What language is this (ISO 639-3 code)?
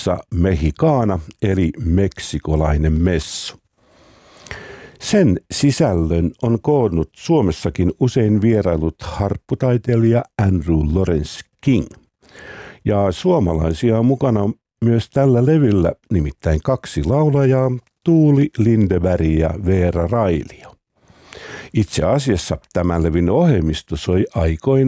fin